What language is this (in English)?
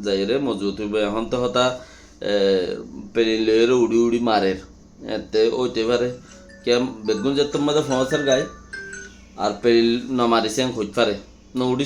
Rohingya